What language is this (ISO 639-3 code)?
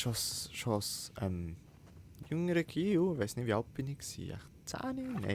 gsw